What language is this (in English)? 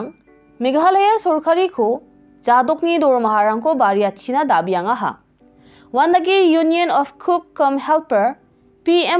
Garo